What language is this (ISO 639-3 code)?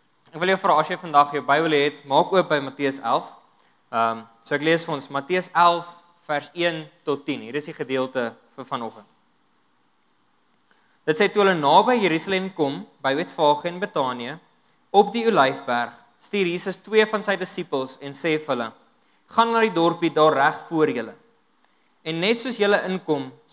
afr